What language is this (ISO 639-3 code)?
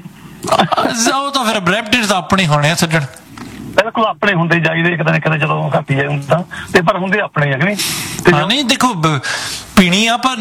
pan